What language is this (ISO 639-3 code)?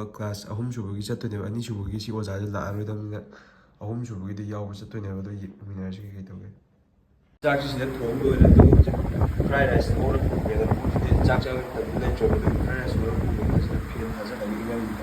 mni